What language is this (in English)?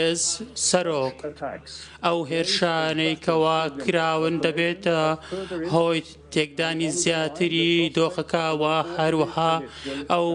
Kurdish